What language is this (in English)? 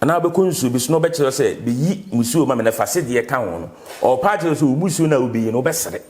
Akan